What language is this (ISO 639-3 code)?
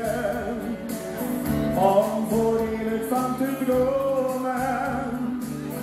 nld